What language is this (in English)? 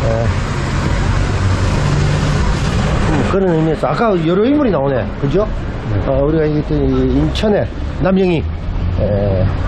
Korean